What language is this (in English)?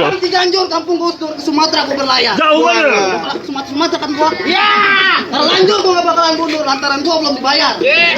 Betawi